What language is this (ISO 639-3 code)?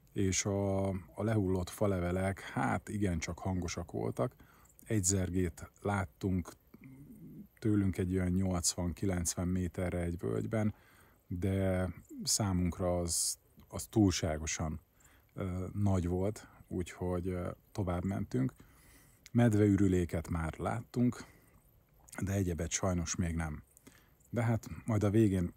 hun